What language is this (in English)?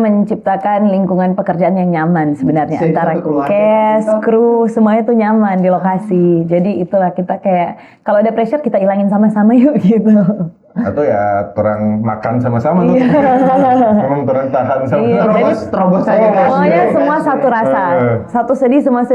Manado Malay